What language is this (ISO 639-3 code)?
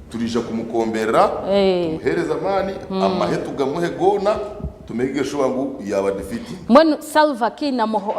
nyn